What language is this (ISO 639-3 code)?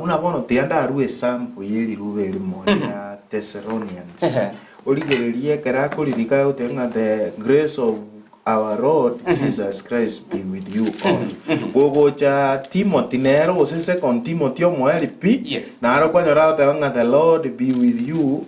guz